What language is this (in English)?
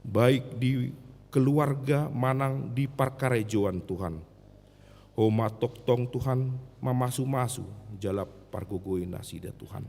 Batak Toba